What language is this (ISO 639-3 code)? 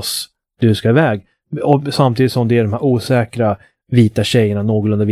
swe